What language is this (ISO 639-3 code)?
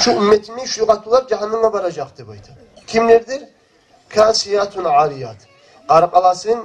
kum